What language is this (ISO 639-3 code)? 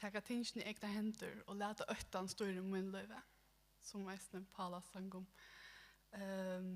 fao